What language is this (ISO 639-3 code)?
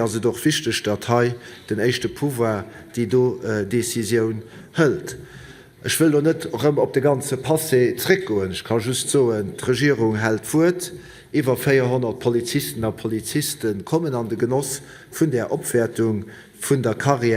ltz